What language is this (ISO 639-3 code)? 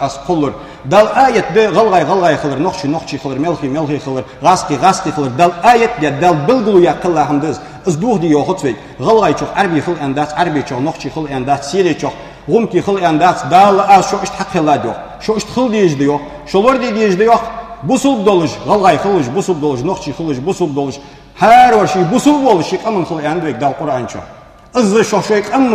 inh